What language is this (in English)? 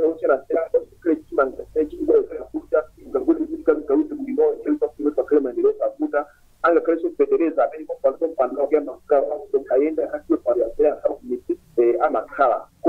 Nyanja